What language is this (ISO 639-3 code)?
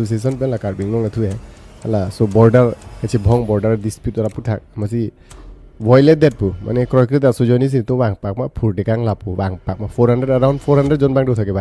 mjw